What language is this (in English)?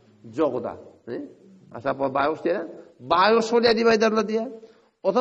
Turkmen